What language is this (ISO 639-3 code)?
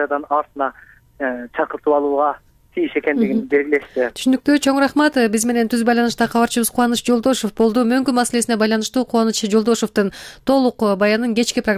kir